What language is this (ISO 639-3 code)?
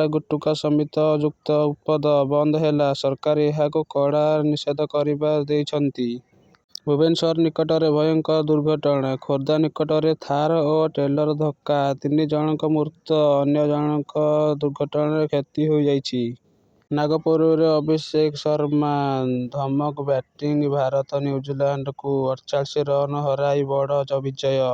ori